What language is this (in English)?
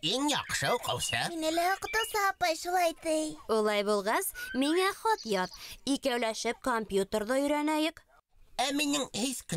Bashkir